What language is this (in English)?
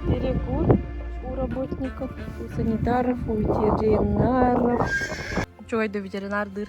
Yakut